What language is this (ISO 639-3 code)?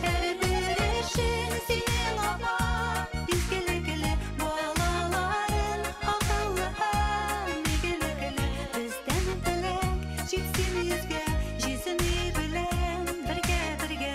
bak